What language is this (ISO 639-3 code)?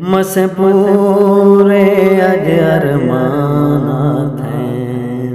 skr